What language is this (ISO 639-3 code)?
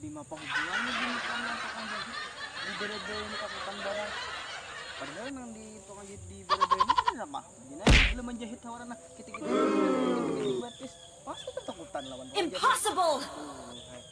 bjn